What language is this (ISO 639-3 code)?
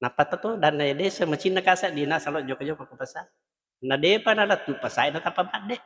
bug